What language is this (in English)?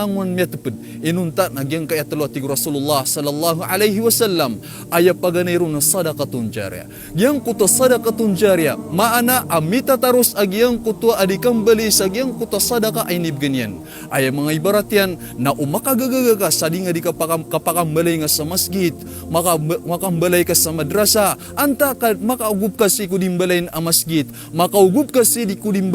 Maranao